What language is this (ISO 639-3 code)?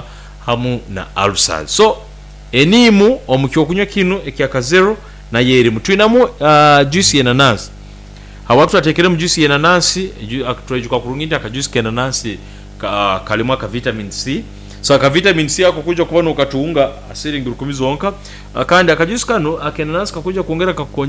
nyn